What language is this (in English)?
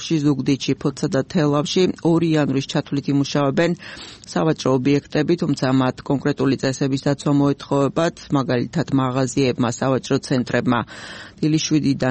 Georgian